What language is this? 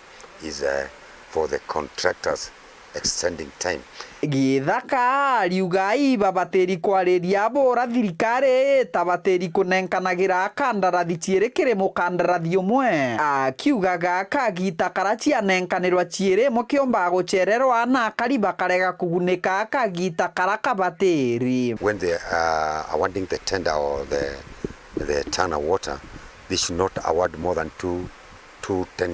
Meru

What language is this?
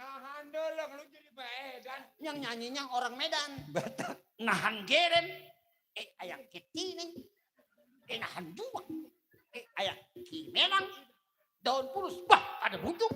Betawi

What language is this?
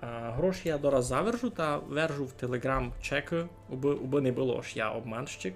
Rusyn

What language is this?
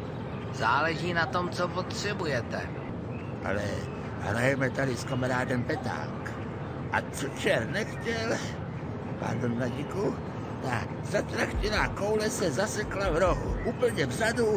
Czech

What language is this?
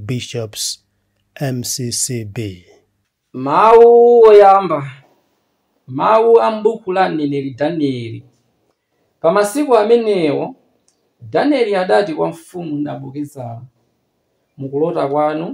Nyanja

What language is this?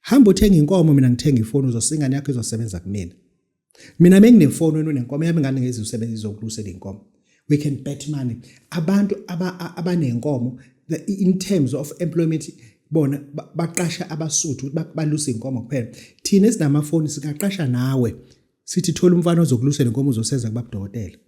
Zulu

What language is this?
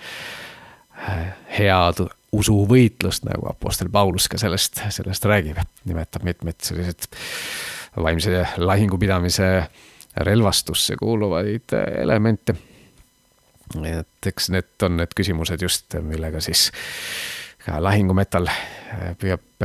Estonian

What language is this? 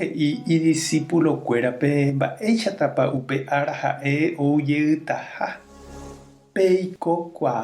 Guarani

